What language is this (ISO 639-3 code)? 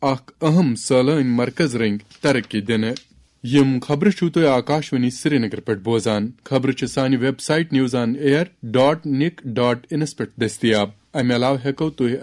kas